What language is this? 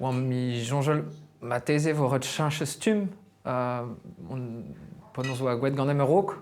Breton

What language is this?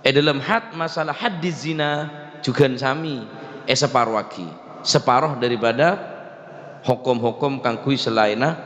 Madurese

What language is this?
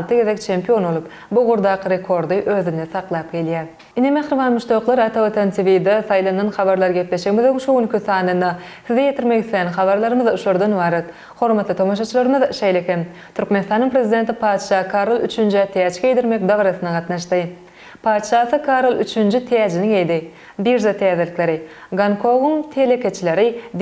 Turkmen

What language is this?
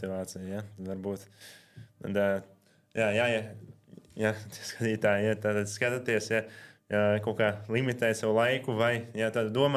Latvian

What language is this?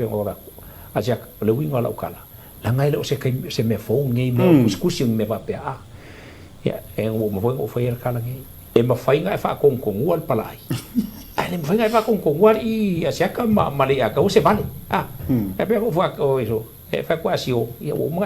Samoan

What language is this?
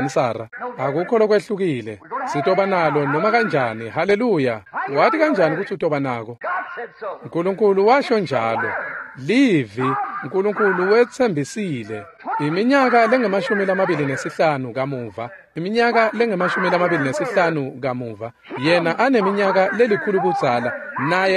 Swati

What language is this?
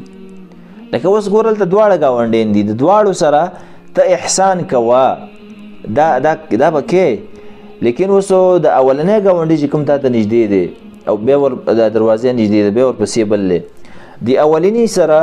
Pashto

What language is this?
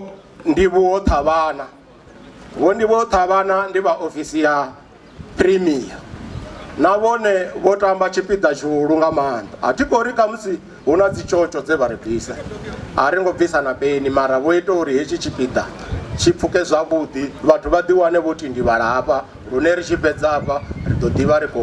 Venda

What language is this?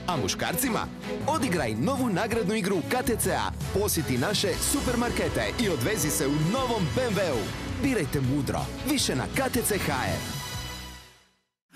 Croatian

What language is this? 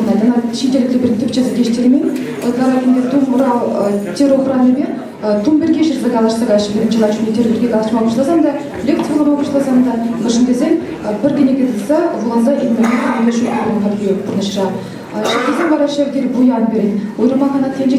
Chuvash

